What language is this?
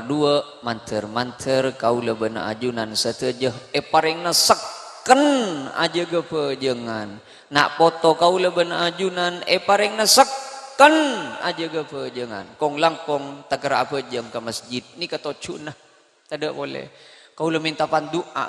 Madurese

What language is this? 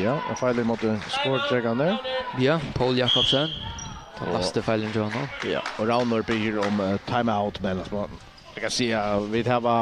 Faroese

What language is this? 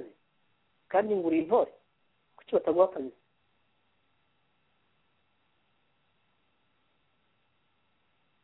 Kinyarwanda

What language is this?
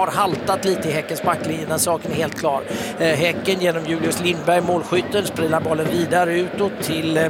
Swedish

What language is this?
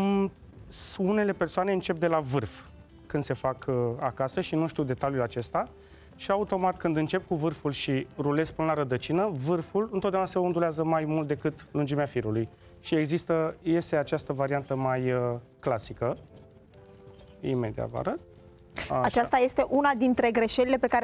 Romanian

